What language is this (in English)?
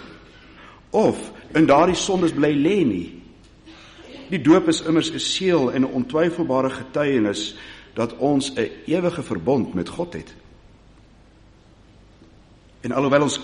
Afrikaans